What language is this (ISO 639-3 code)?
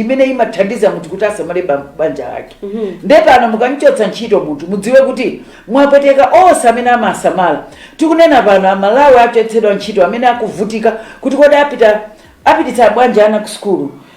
nya